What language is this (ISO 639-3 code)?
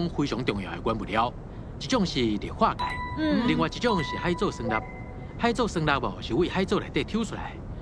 nan